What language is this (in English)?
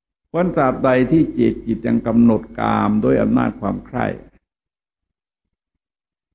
Thai